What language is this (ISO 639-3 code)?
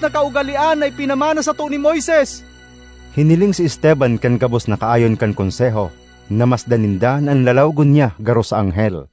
bik